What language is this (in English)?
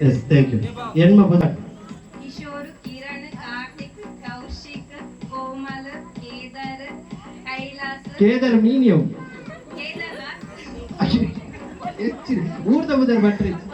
Tulu